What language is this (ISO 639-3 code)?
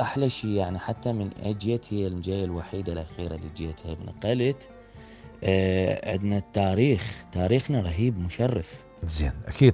acm